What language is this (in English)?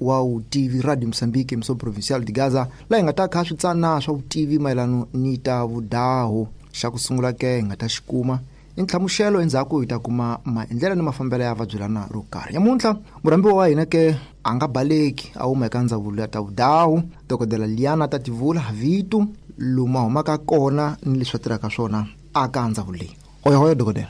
Tsonga